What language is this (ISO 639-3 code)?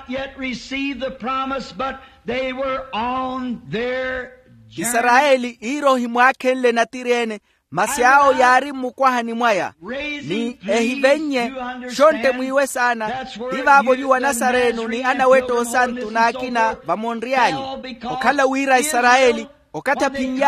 vmw